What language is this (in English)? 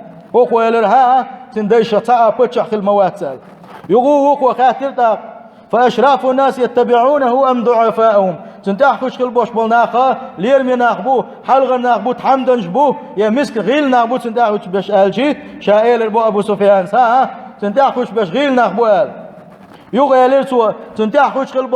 Chechen